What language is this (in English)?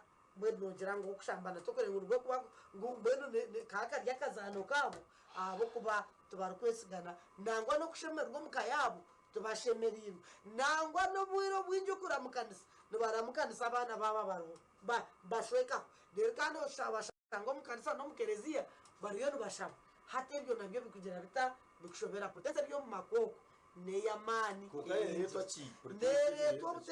Nyankole